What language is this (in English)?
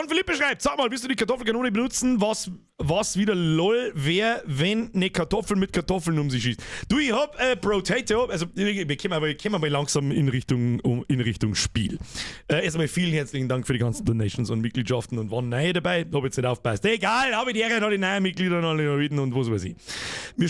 Bavarian